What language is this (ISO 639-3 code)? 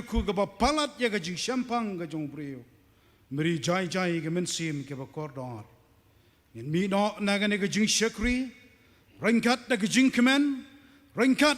kha